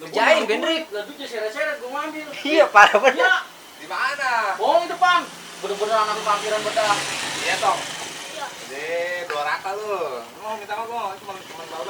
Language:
Betawi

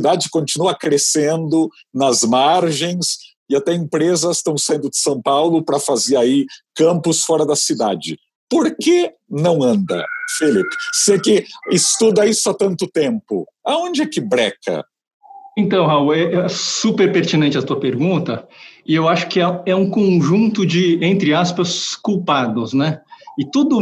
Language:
Portuguese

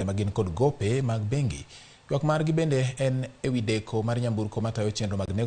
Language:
Luo (Kenya and Tanzania)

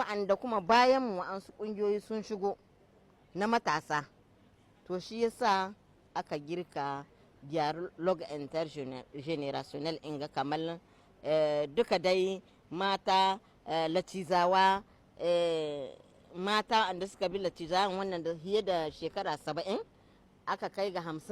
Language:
Hausa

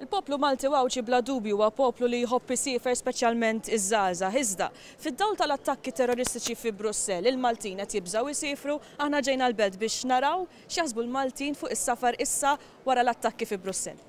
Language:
Maltese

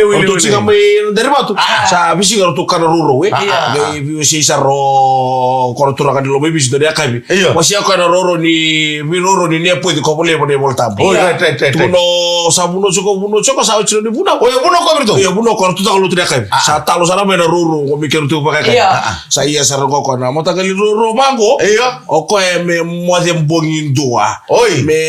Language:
Fijian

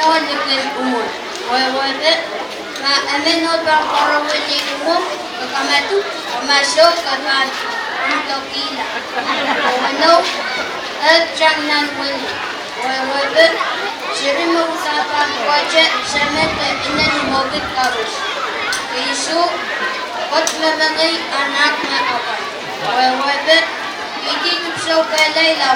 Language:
Pohnpeian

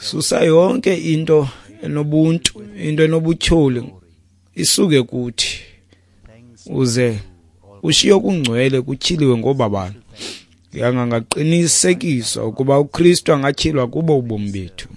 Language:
Xhosa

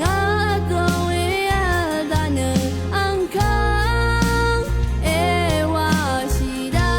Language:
Rawang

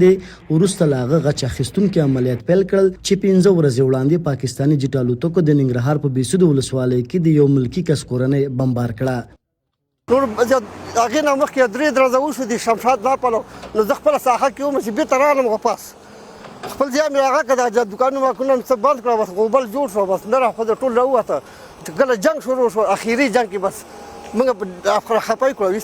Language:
Pashto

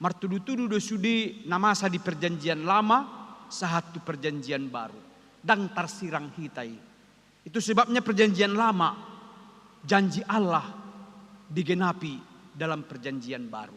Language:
Batak Toba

